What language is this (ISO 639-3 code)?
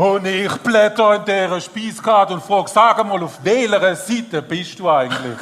gsw